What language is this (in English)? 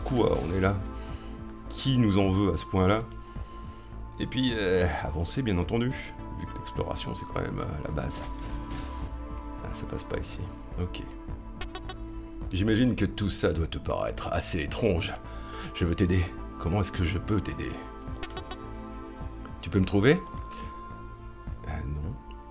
French